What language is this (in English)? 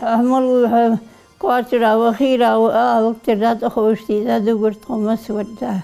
Ingush